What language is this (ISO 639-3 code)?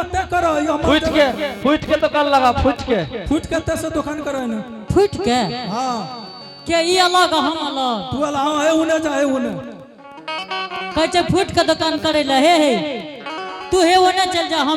anp